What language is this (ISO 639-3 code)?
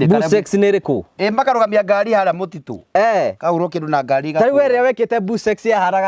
kik